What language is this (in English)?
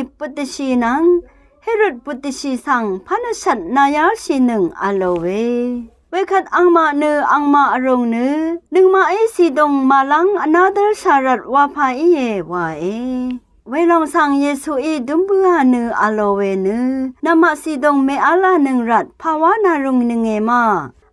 Rawang